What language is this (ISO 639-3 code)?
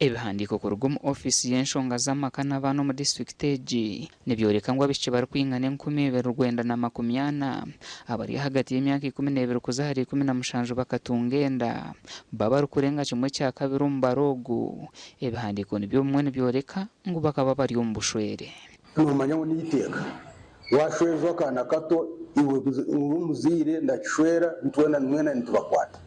nyn